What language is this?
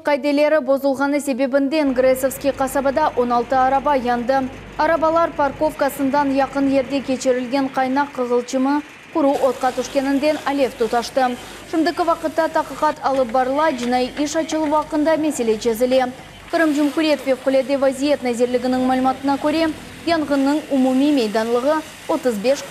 Crimean Tatar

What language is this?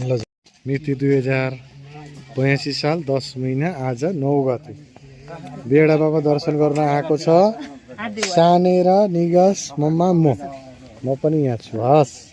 Nepali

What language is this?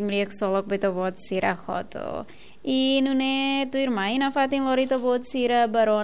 Tetum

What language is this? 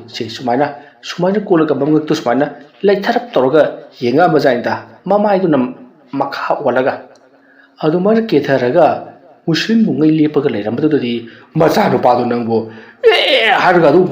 Manipuri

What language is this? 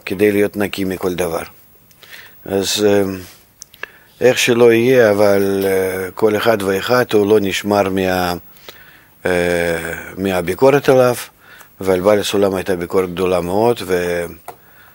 Hebrew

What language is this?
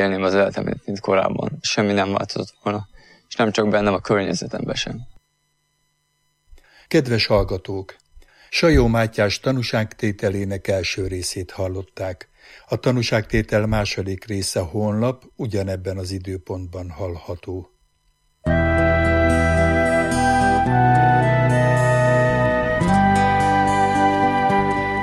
Hungarian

